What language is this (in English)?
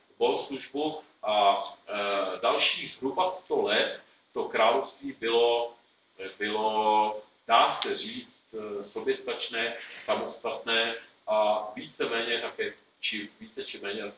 Czech